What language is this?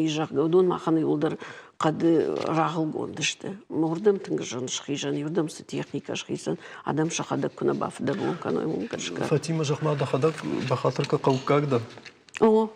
Ossetic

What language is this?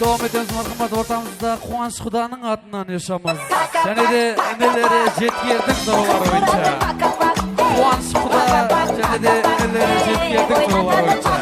Kara-Kalpak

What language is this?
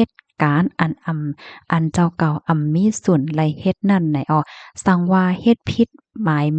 Shan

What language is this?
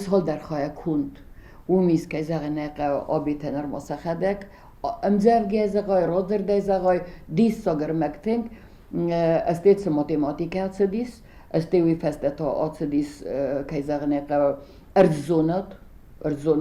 Ossetic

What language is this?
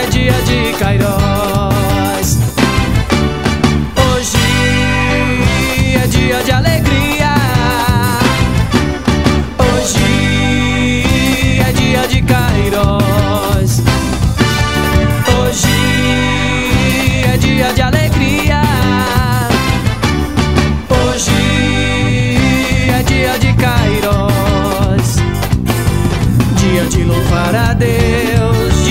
Portuguese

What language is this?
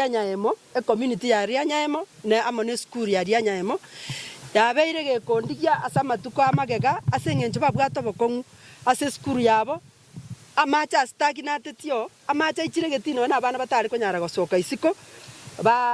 Gusii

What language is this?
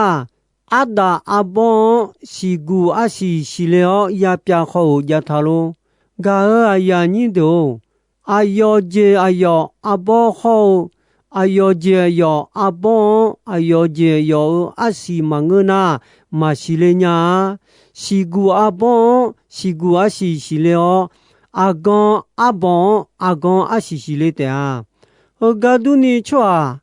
Akha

